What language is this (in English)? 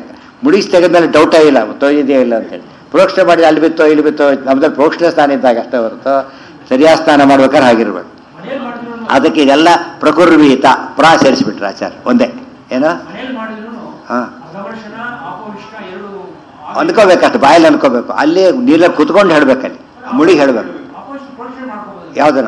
Kannada